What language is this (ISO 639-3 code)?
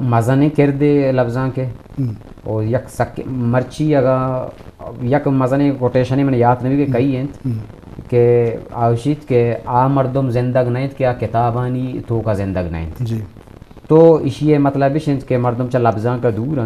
bgp